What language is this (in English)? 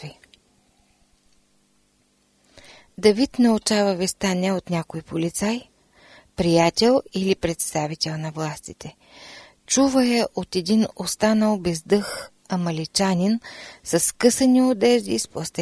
Bulgarian